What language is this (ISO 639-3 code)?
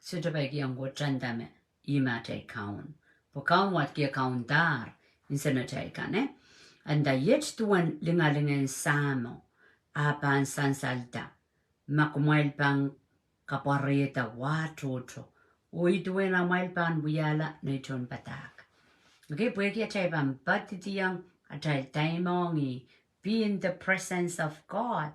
pon